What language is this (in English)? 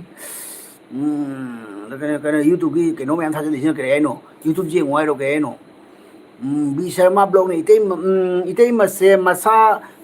Manipuri